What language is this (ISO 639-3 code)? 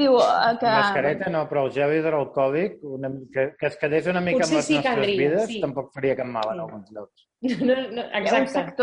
cat